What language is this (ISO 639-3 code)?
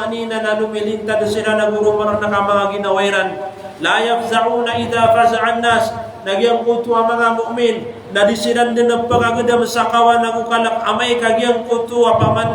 mrw